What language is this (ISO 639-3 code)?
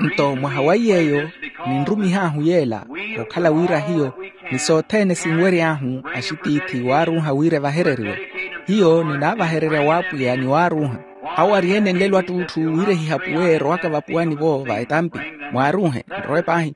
vmw